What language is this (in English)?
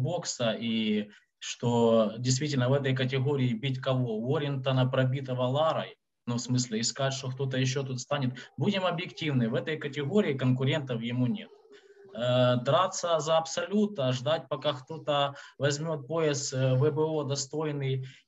Russian